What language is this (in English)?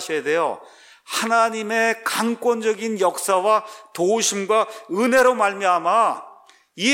Korean